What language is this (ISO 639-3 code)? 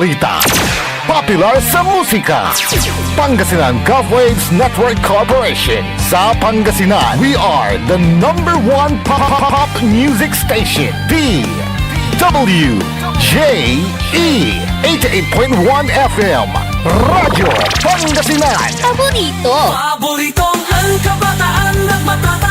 pag